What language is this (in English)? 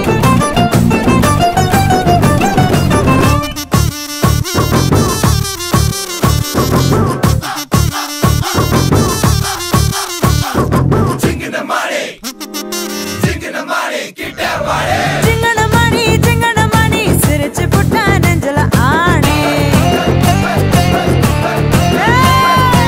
Tamil